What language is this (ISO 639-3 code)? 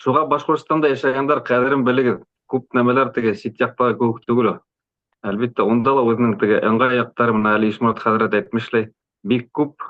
bak